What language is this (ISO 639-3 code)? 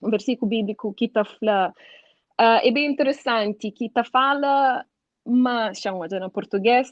kea